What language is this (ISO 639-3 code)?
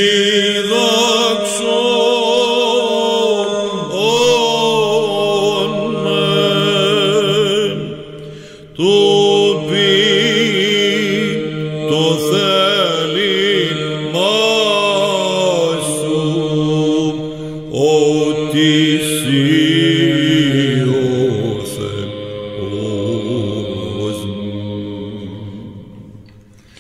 ara